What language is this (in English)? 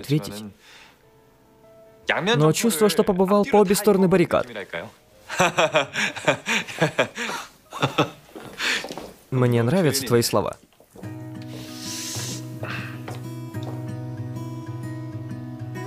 Russian